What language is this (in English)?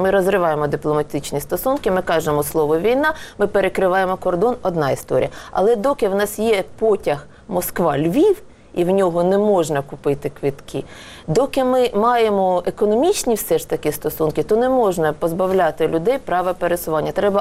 Ukrainian